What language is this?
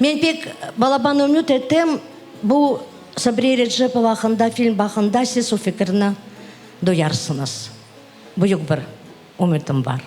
Crimean Tatar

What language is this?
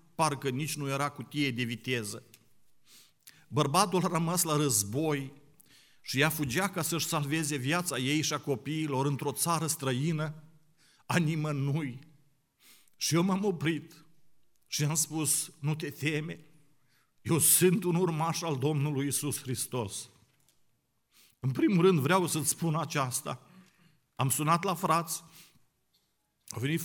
Romanian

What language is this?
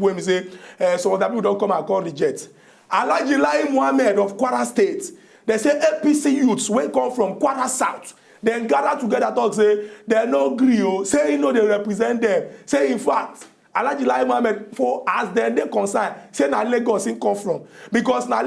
Nigerian Pidgin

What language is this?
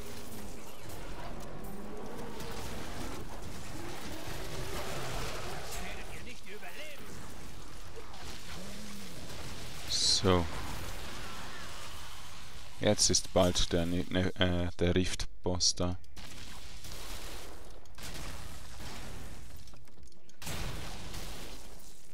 German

